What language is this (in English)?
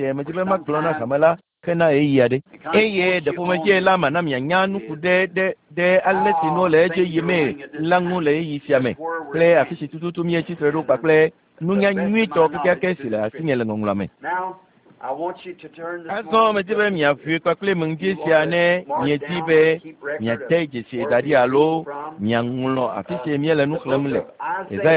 Ewe